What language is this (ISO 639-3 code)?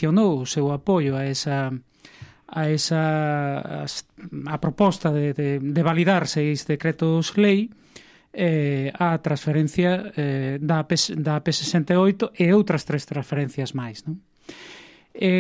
glg